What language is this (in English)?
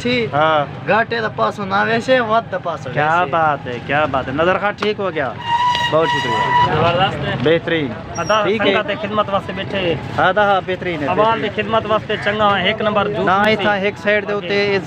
Saraiki